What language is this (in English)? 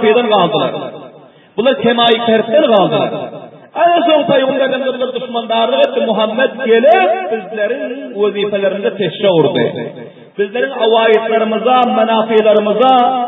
Turkmen